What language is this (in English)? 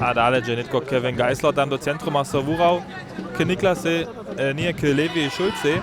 Upper Sorbian